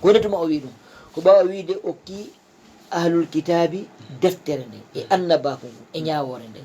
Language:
Fula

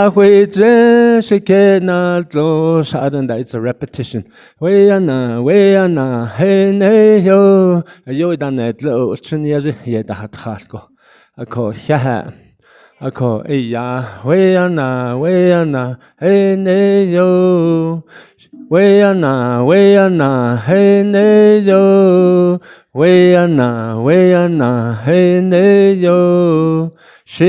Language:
Navajo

